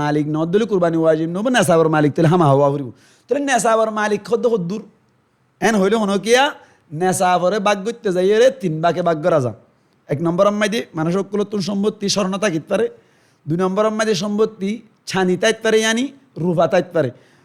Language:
Rohingya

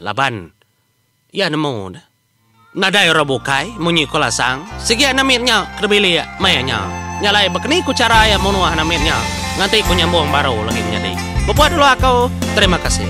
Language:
Iban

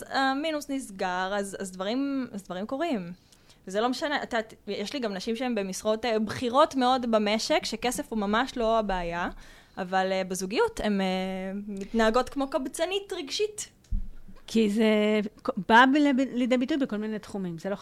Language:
Hebrew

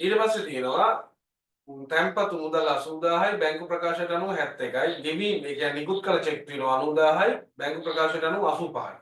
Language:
Sinhala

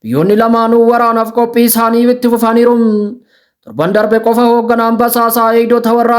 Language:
Oromo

